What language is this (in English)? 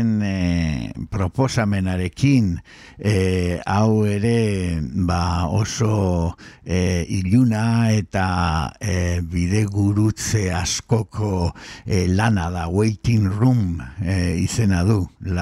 Basque